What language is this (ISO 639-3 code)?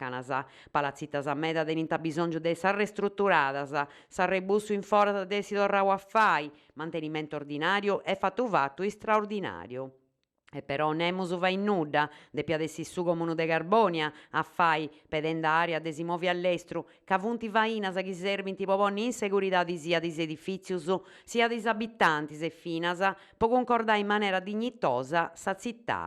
srd